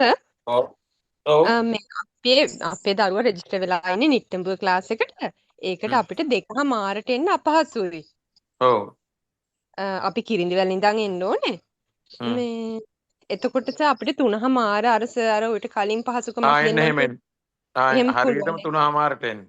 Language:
Sinhala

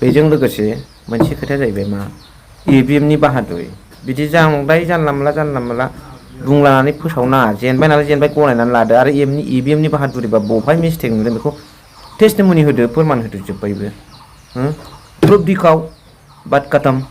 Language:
Bodo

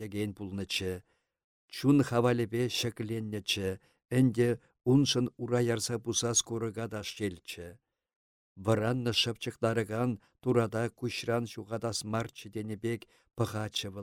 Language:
Chuvash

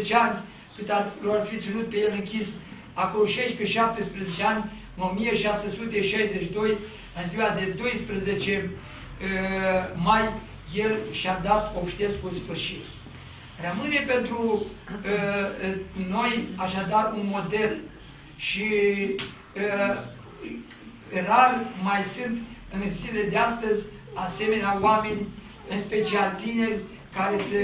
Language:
Romanian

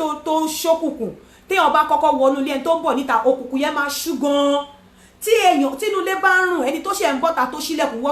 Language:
Yoruba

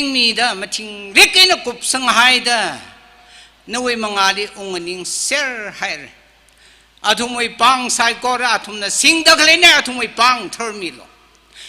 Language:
Tangkhul Naga (India)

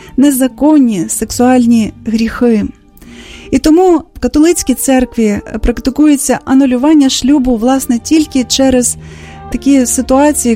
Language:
Ukrainian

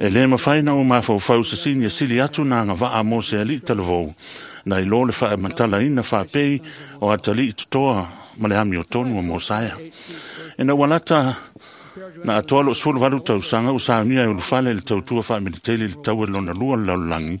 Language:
Samoan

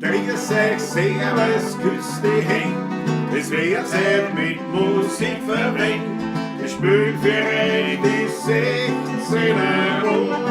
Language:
Bavarian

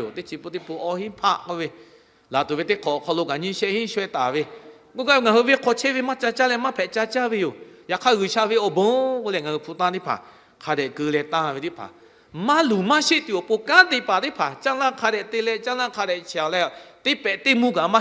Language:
Lahu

